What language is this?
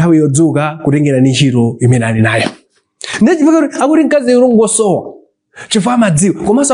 Nyanja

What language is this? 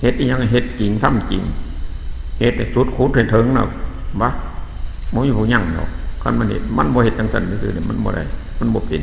Northeastern Thai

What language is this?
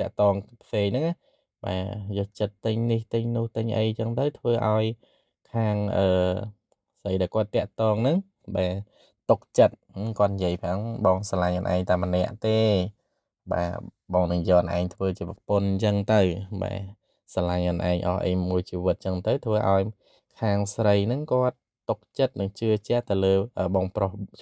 Khmer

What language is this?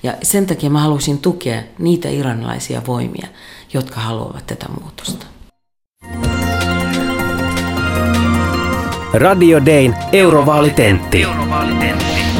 Finnish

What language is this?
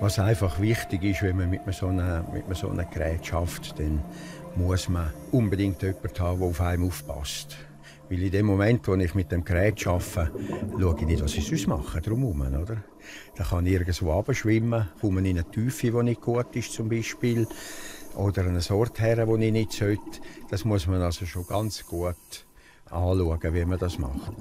Romansh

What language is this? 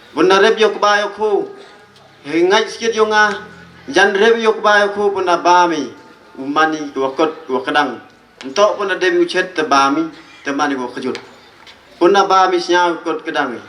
Pnar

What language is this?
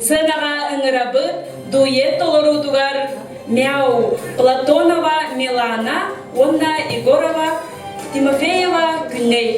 Yakut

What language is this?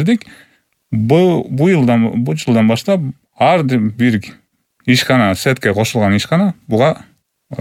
Kyrgyz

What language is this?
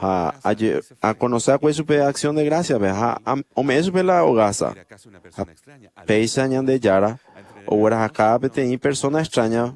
Guarani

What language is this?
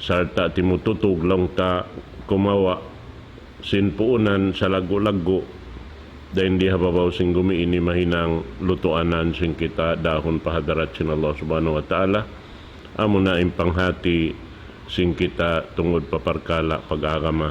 Tausug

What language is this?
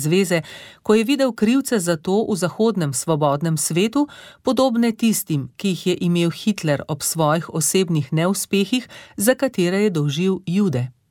Slovenian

